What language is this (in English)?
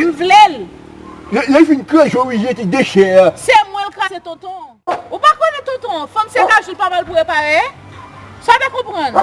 Haitian Creole